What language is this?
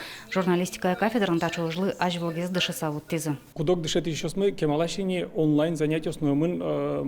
Udmurt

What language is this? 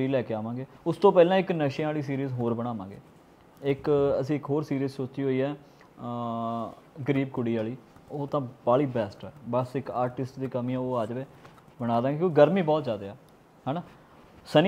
Punjabi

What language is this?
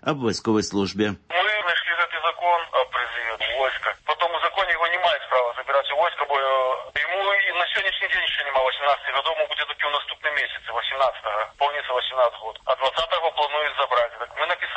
Belarusian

